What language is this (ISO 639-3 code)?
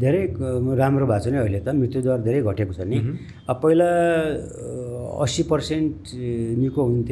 nep